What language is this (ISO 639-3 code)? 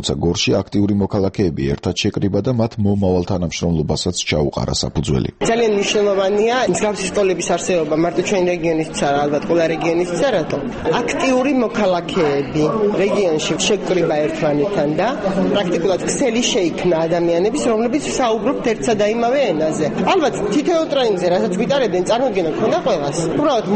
kat